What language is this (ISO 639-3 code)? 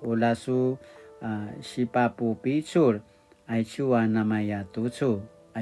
pwn